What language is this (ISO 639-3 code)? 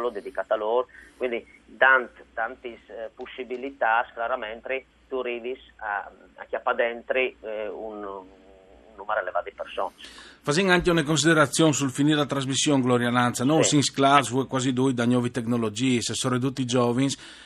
fur